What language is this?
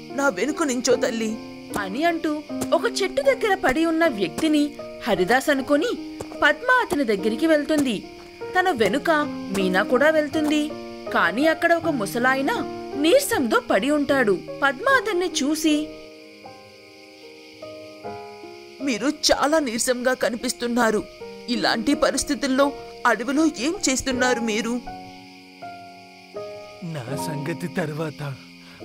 Telugu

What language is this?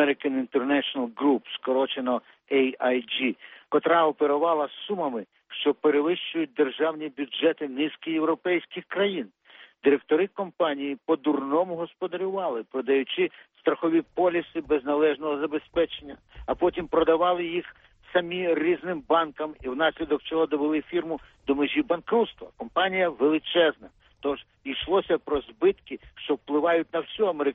Ukrainian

